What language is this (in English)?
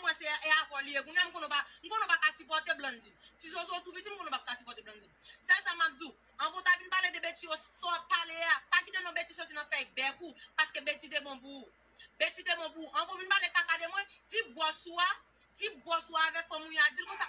Haitian Creole